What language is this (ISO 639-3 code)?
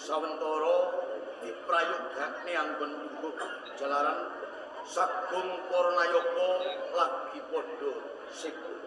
jav